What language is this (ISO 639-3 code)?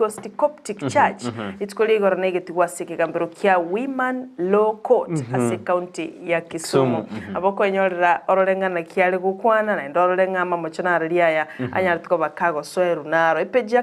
guz